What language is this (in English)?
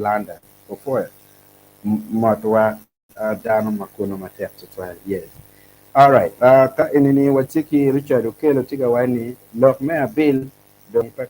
Acoli